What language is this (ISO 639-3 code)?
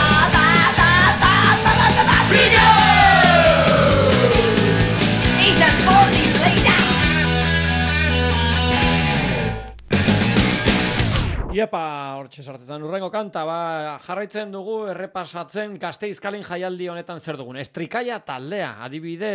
eus